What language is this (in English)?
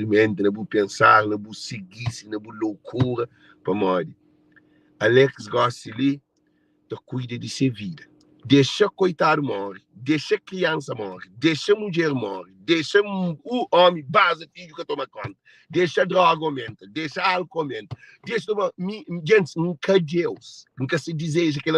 Kabuverdianu